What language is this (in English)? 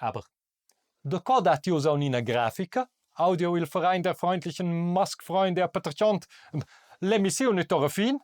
Romansh